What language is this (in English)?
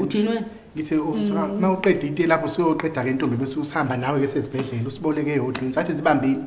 Zulu